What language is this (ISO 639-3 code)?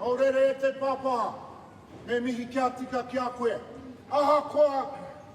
mri